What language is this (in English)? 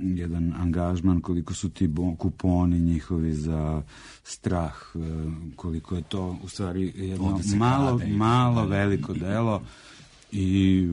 Serbian